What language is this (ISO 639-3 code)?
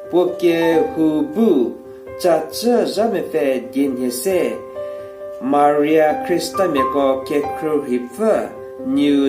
njm